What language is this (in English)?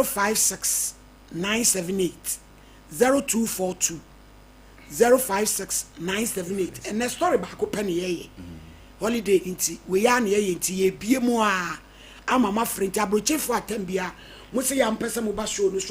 Akan